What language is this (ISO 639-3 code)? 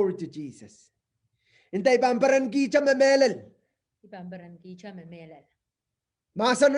pon